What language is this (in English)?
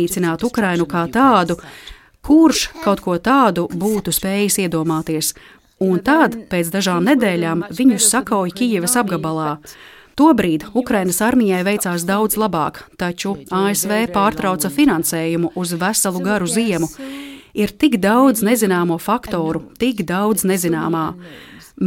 Latvian